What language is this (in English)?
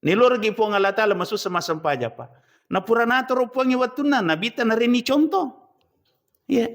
Buginese